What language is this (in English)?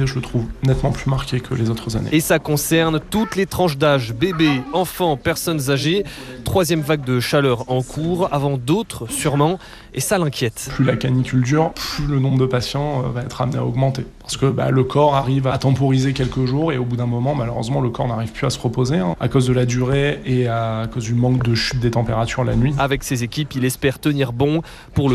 French